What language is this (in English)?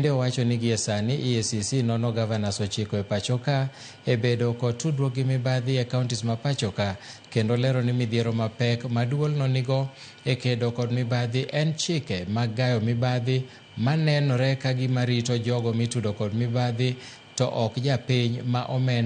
Luo (Kenya and Tanzania)